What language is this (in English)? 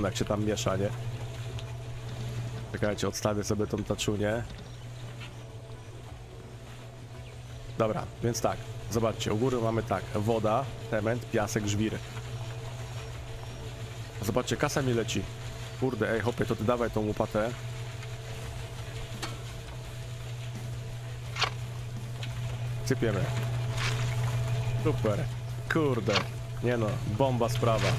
Polish